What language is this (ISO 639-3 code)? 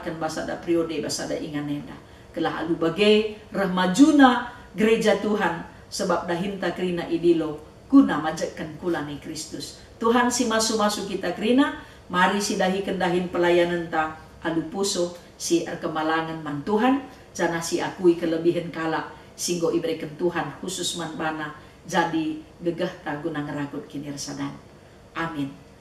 btx